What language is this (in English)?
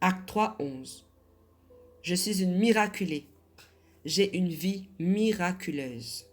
Morisyen